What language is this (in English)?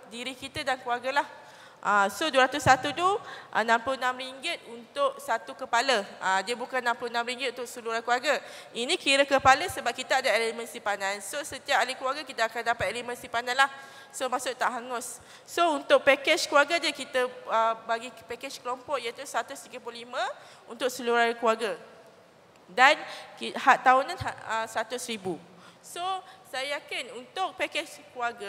Malay